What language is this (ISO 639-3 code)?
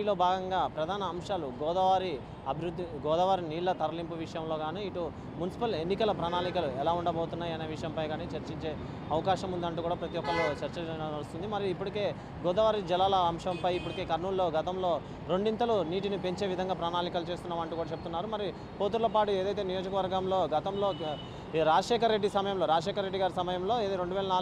tel